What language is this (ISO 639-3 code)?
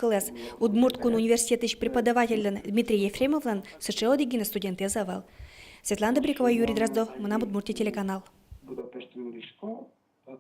udm